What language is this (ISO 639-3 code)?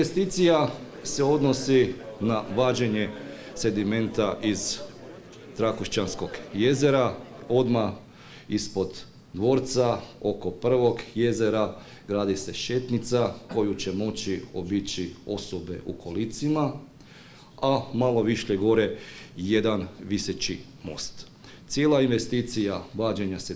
hrv